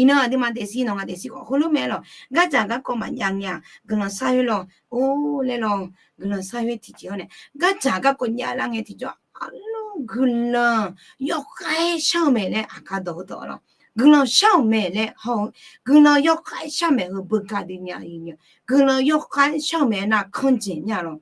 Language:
Akha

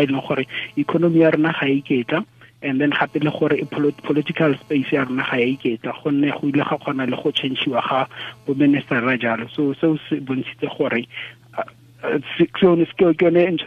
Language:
Tswana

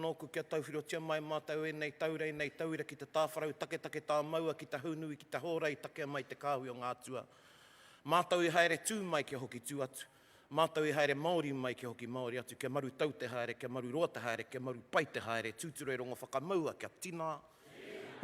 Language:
Māori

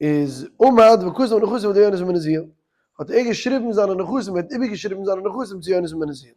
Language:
Yiddish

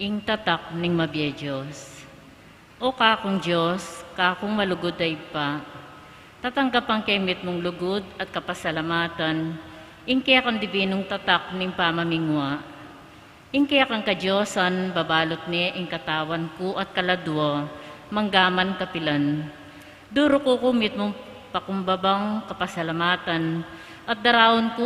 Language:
Pampanga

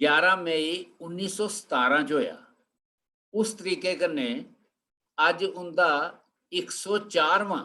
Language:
Dogri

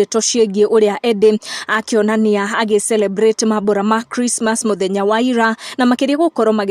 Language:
Kikuyu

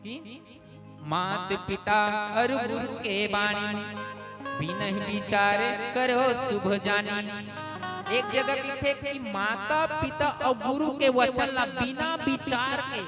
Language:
Chhattisgarhi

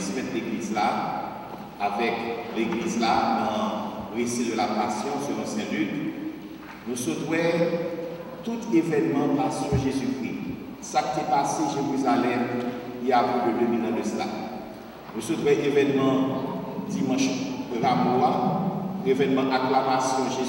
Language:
French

